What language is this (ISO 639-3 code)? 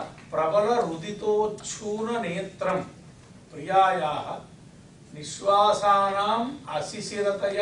san